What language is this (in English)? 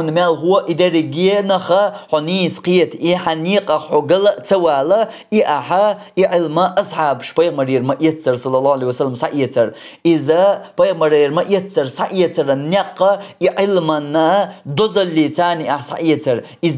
Chechen